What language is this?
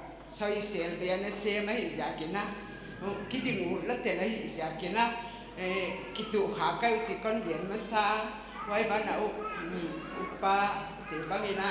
Paite Chin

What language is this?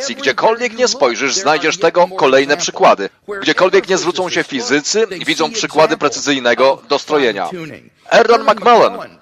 Polish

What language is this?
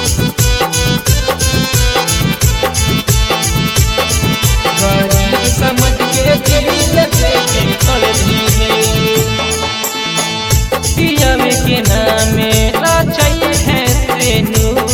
Bhojpuri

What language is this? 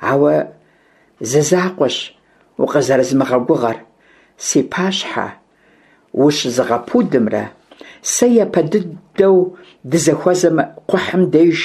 Kabardian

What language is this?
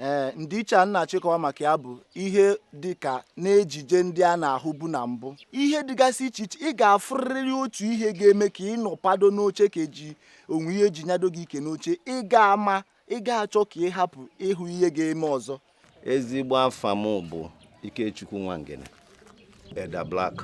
Igbo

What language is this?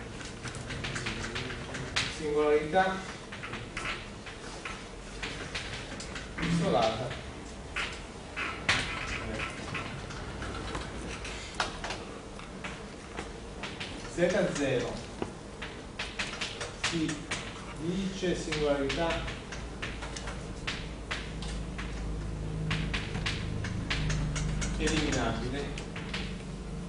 Italian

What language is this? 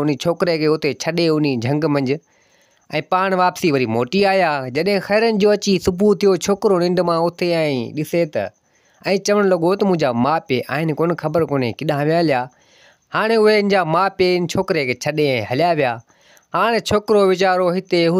Sindhi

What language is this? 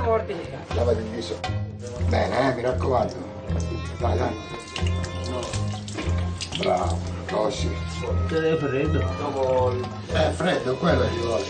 Italian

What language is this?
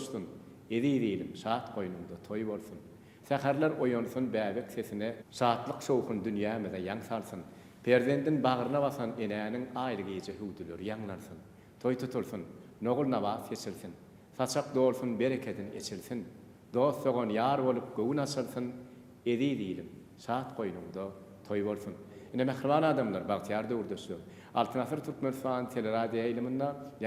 Turkmen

